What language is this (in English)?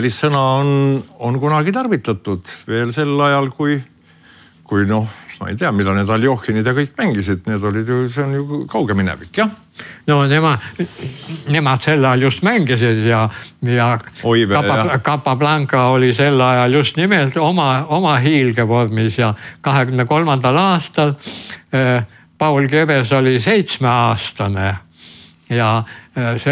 Estonian